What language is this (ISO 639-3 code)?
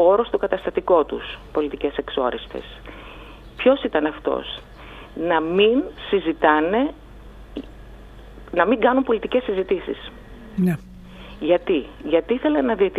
ell